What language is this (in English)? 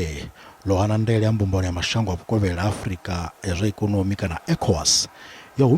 Venda